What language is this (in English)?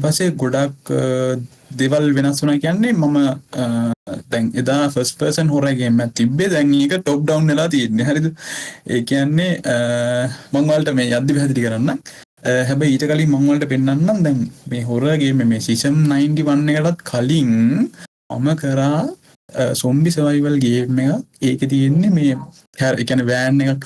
Sinhala